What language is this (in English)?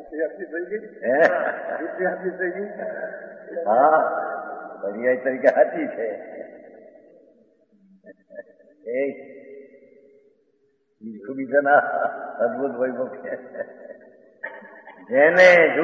Gujarati